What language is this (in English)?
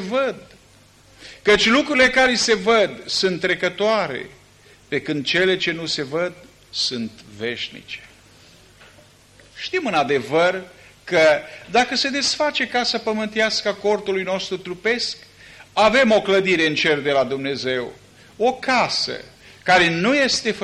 Romanian